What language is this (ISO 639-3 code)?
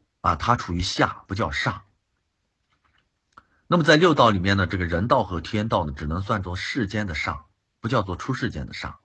zho